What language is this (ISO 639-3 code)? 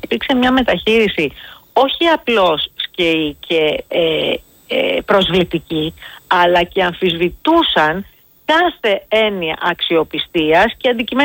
ell